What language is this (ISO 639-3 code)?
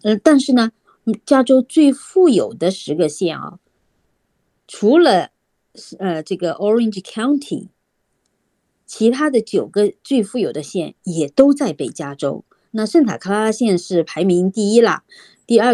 zho